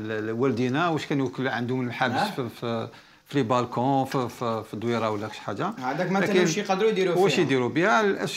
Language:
Algerian Arabic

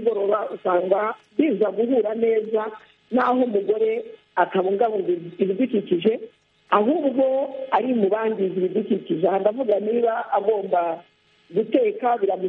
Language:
Kinyarwanda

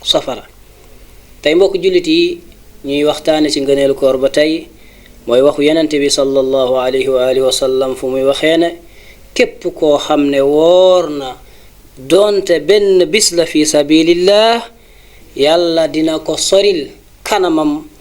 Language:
Wolof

